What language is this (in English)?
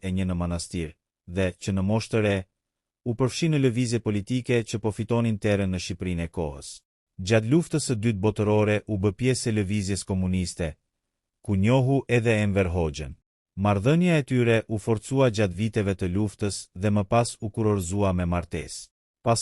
Albanian